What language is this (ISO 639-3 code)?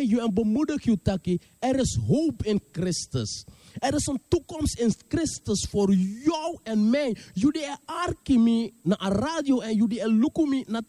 srn